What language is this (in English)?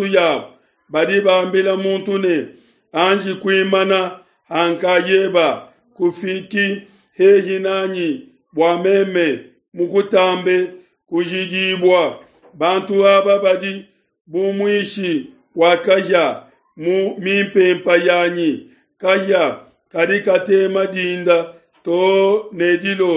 Luba-Lulua